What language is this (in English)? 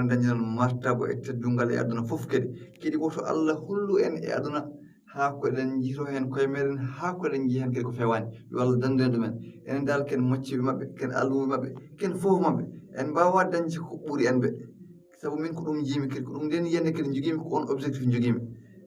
Fula